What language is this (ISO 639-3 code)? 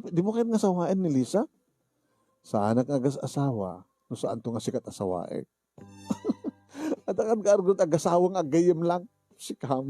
ilo